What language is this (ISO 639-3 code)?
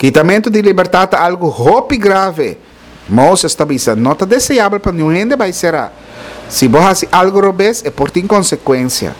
pap